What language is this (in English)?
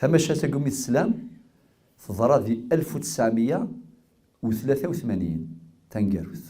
Kabyle